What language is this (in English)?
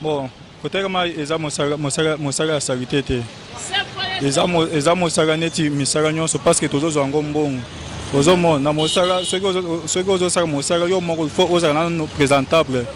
Lingala